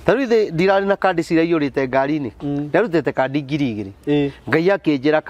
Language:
Kikuyu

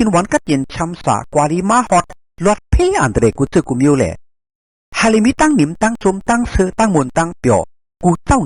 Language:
Shan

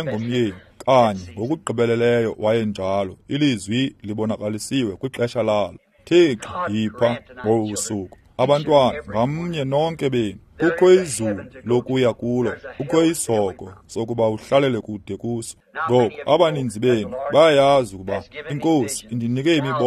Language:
Xhosa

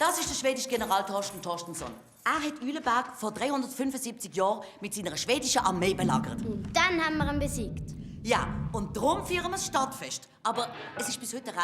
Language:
Swiss German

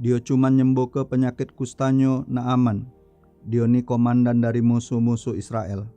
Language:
Musi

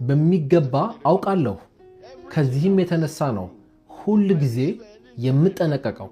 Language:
Amharic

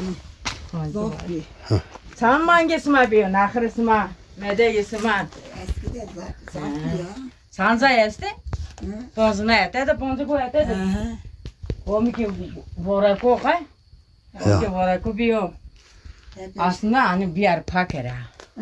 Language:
Zaza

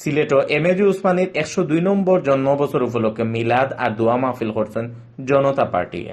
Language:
Sylheti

